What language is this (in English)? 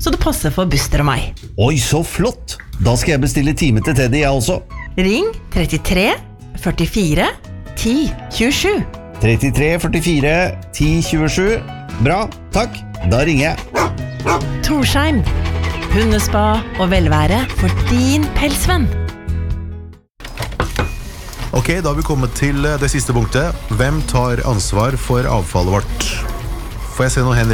Norwegian